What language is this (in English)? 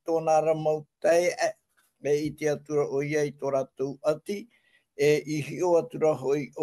Tahitian